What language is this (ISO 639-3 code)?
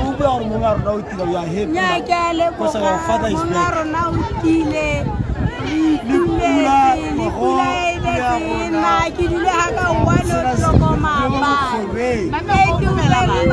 tsn